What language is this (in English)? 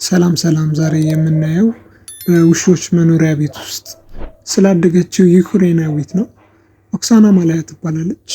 Amharic